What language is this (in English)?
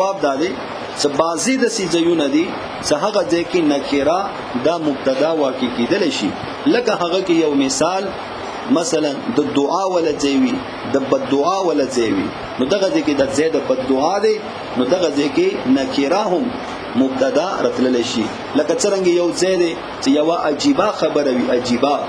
Pashto